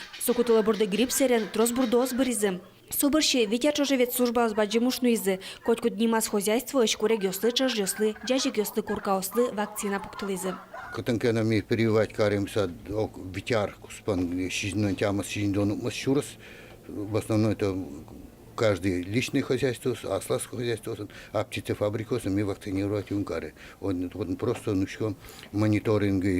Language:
Udmurt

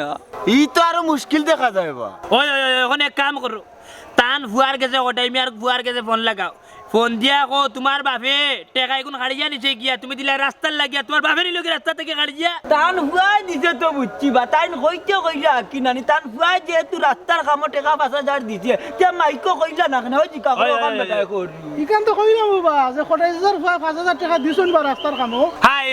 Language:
Sylheti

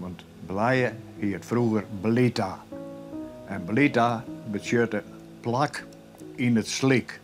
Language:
Western Frisian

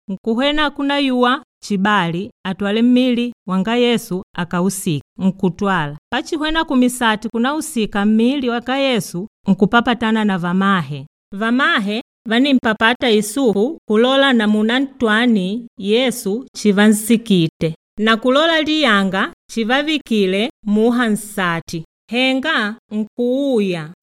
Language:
Makonde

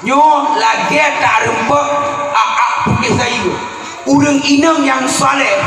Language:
Achinese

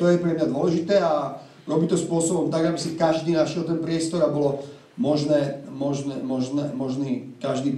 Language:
Slovak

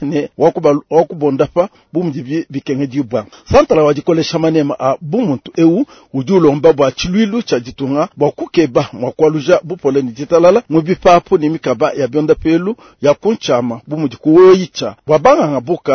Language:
Luba-Lulua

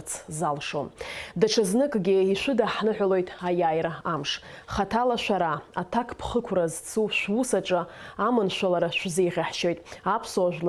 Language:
Abkhazian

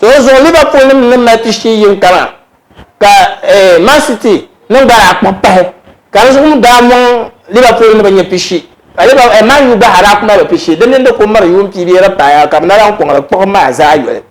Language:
Dagbani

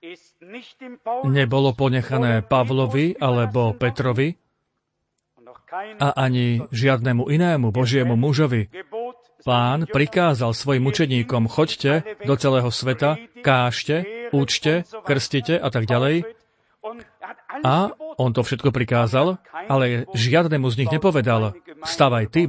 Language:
Slovak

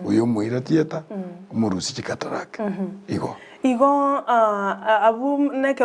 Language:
Gusii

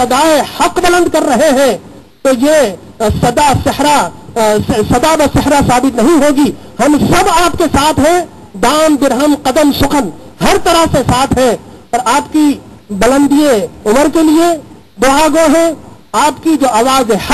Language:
Urdu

